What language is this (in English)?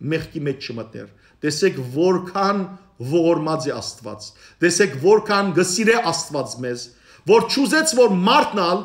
Western Armenian